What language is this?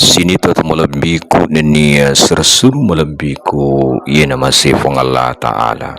Buginese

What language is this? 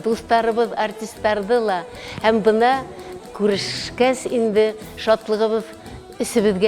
Bashkir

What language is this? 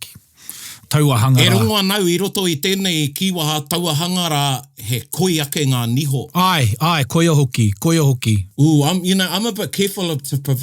Māori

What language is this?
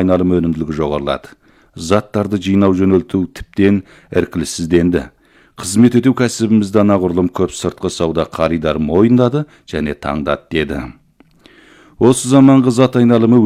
Kazakh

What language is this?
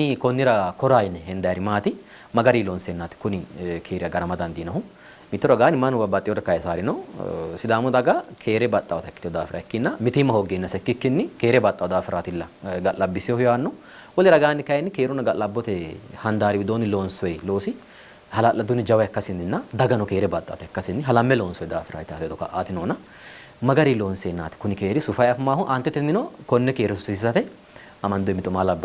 Sidamo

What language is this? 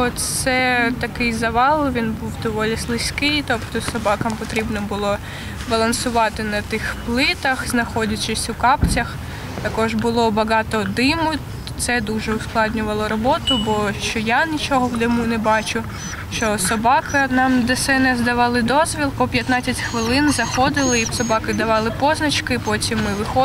Ukrainian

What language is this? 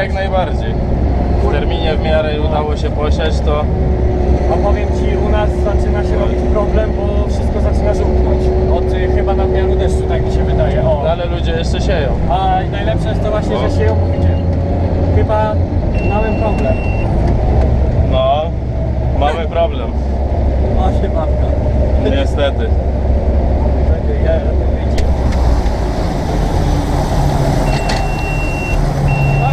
Polish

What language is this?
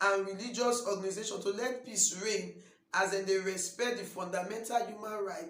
Nigerian Pidgin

